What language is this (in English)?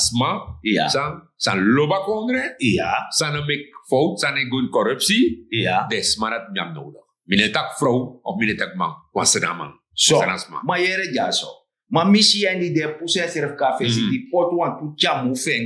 Sranan Tongo